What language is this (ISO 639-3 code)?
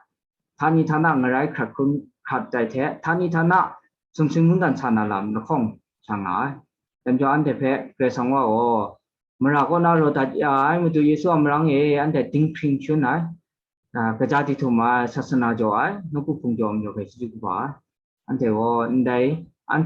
kac